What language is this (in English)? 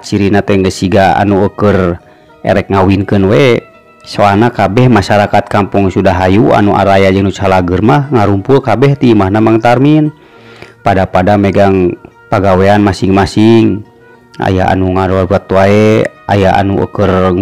Sundanese